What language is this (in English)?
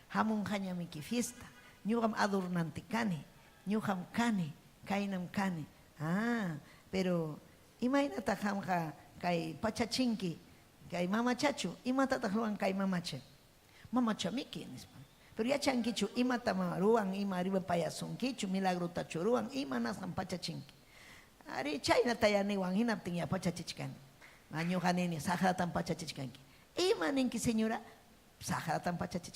Ayacucho Quechua